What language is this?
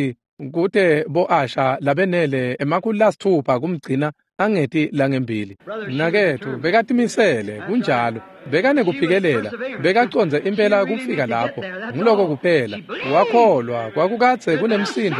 Swati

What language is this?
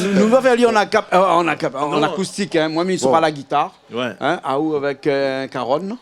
Réunion Creole French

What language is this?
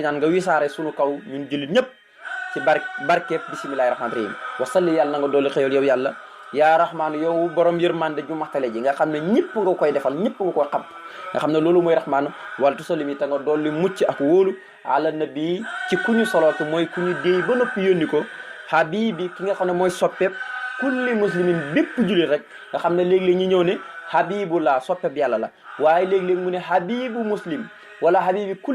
Wolof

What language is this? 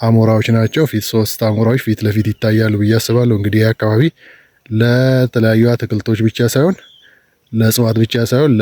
Amharic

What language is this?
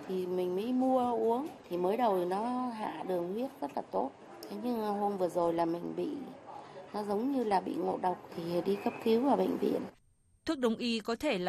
Vietnamese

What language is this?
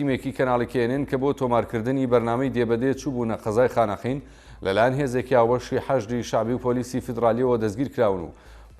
Central Kurdish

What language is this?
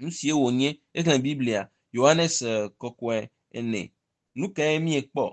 Ewe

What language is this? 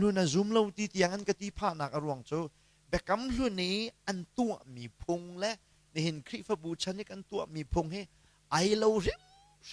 Hakha Chin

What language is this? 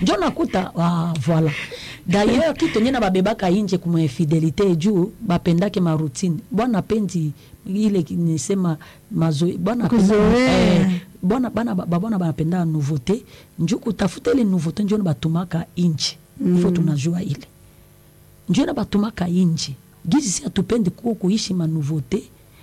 Swahili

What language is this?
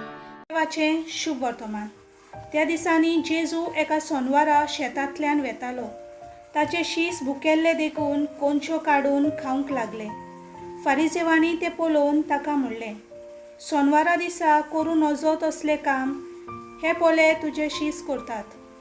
Konkani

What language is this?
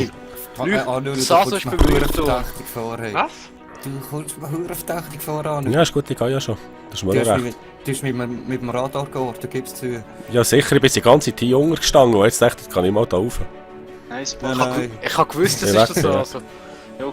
Swiss German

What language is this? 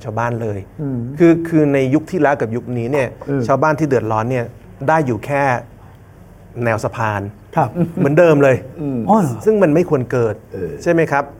Thai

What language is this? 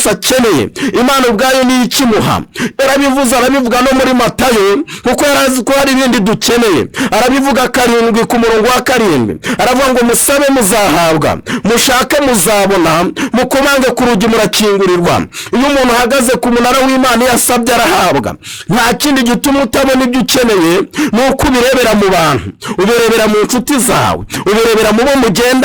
Kinyarwanda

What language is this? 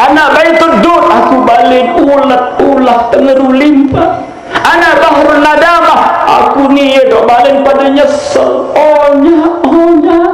Sasak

